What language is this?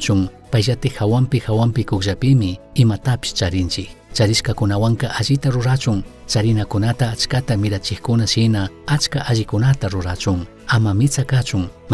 Chimborazo Highland Quichua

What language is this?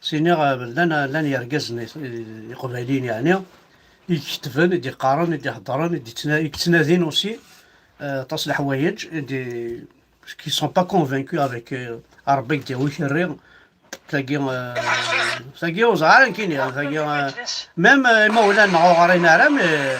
Kabyle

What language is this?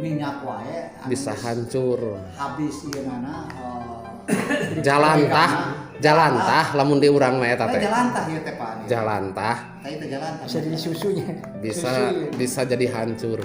Sundanese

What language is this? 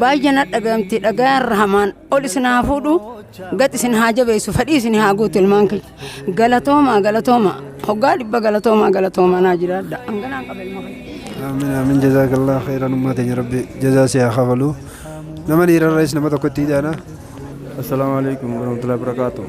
Oromo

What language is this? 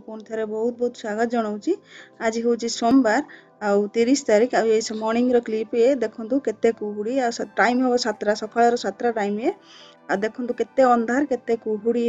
Odia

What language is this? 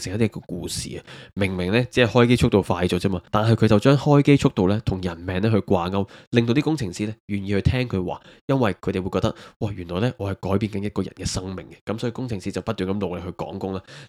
Cantonese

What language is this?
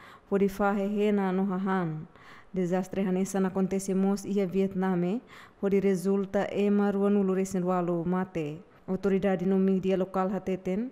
Tetum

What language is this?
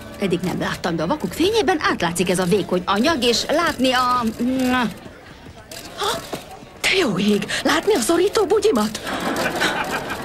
Hungarian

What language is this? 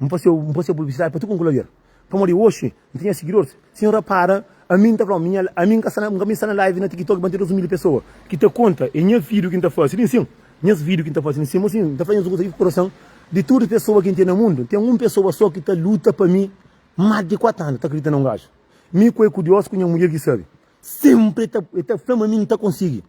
Kabuverdianu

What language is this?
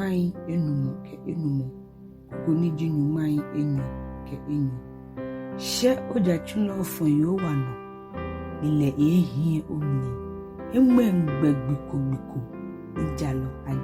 Ga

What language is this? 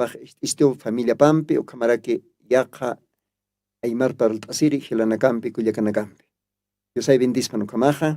Aymara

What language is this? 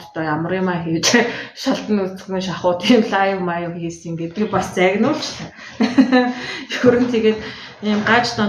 Mongolian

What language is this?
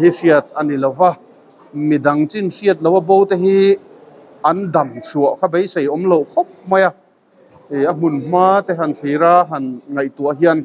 Mizo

